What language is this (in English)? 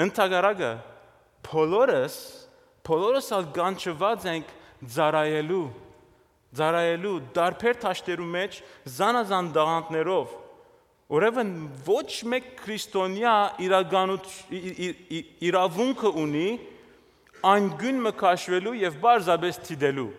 Western Armenian